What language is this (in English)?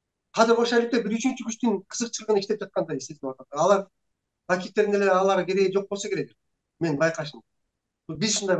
Kyrgyz